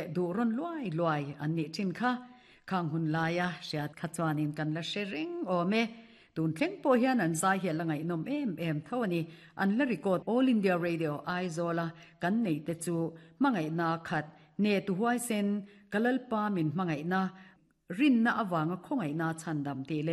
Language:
Mizo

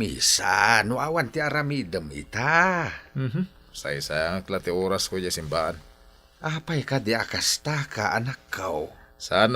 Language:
Iloko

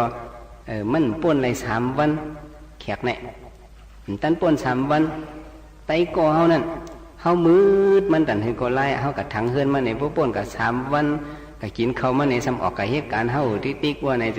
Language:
Shan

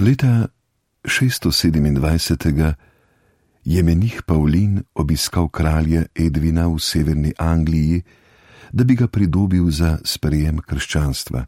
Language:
Slovenian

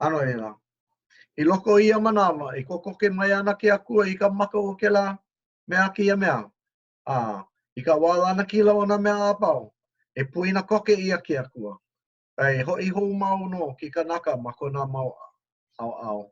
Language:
Hawaiian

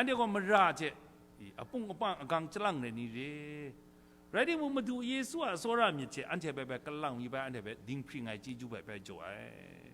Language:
Kachin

